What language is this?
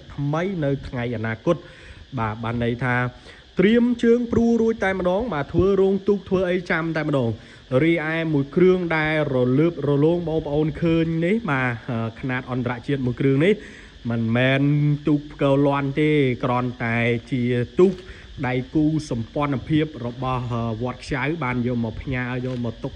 Khmer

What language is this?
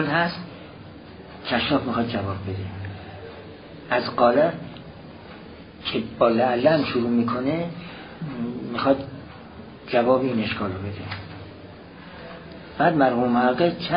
Persian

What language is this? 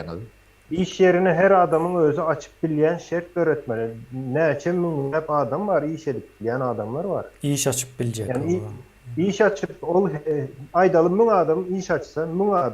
Turkmen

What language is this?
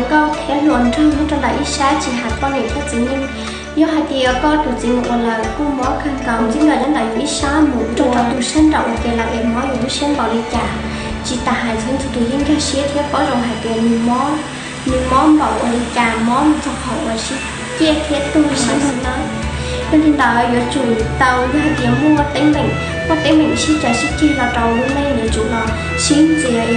Hmong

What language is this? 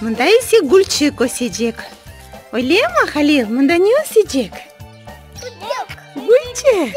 Crimean Tatar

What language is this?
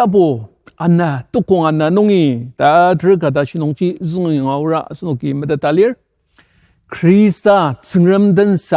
Ao Naga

